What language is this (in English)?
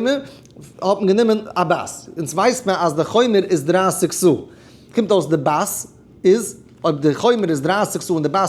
Yiddish